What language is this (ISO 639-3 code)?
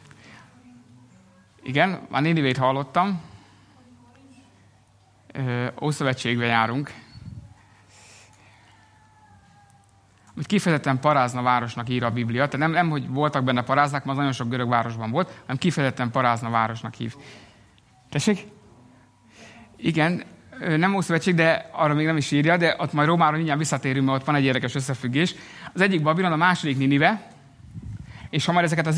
hun